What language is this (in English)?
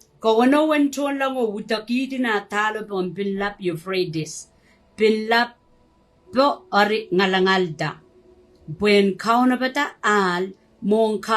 Pohnpeian